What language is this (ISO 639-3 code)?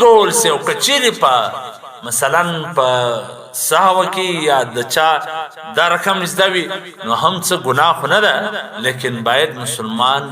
pus